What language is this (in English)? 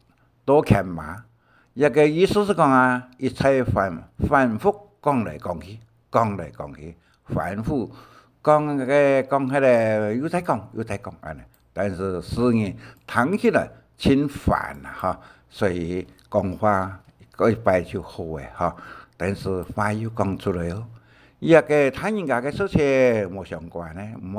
Hakka Chinese